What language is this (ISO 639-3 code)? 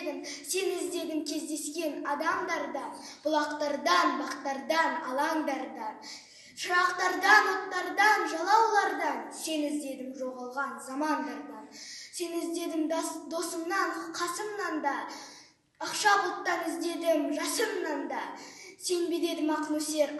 kaz